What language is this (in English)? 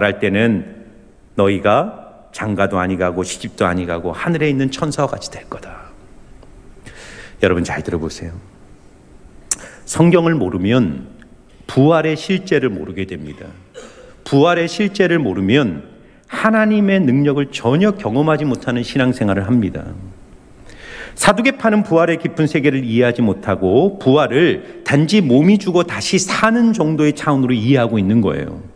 Korean